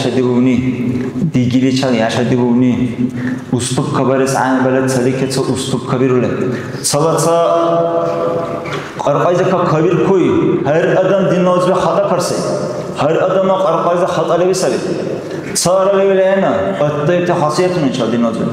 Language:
Dargwa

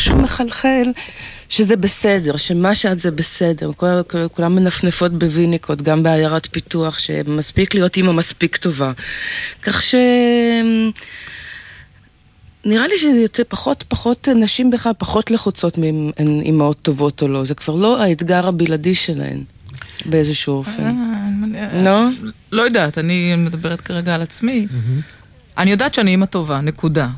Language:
Hebrew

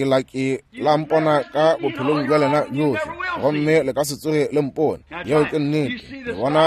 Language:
Northern Sotho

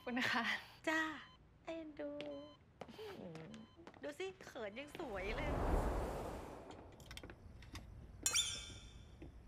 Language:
Thai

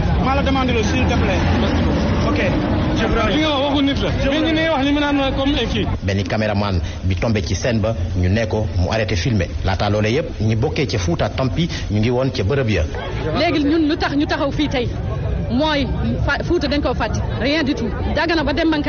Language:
Wolof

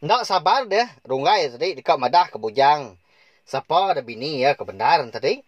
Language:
Iban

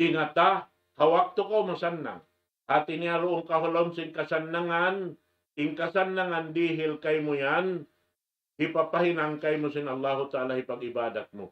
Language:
Tausug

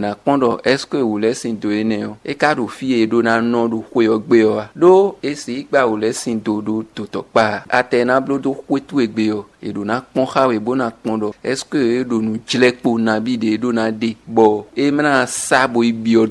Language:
Fon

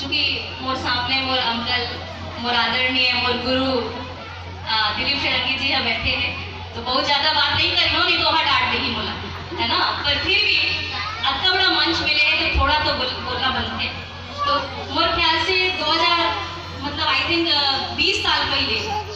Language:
Chhattisgarhi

